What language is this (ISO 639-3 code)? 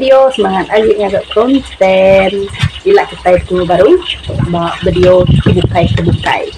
iba